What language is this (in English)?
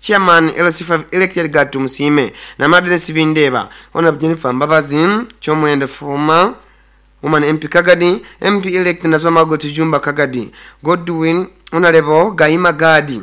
Nyoro